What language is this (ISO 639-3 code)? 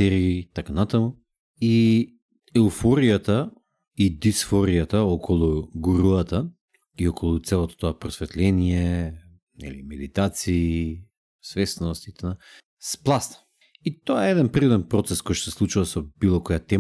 mkd